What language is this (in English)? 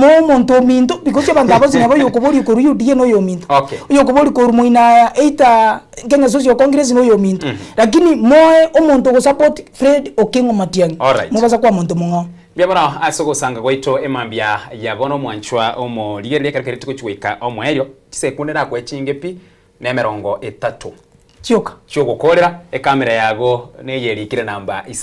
Gusii